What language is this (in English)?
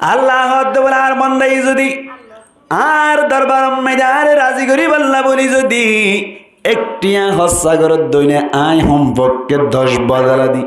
Rohingya